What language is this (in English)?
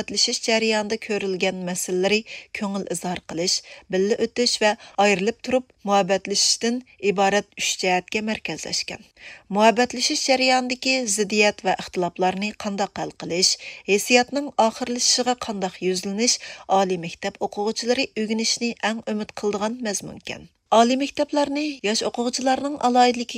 Uyghur